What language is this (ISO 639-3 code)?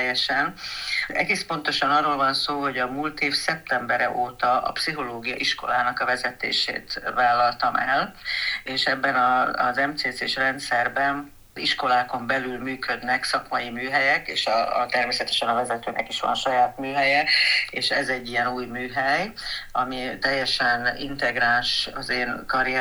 hun